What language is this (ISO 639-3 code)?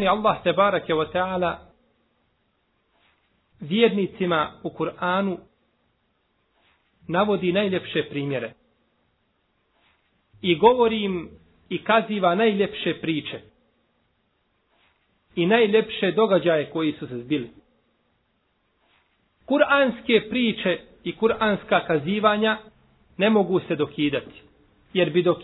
bos